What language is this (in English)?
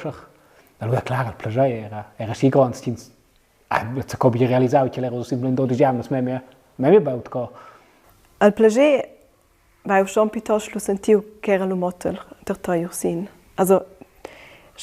Romansh